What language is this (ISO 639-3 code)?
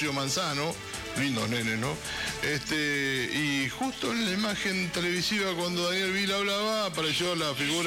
spa